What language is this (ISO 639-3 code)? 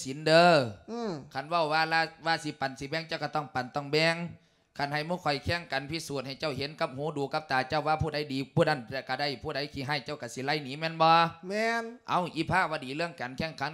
lao